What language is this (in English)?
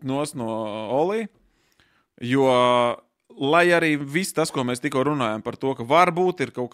Latvian